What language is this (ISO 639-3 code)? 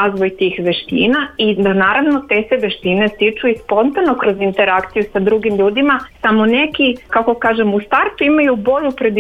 srp